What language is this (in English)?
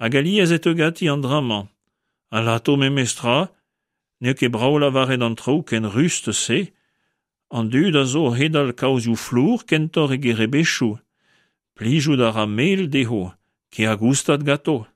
Breton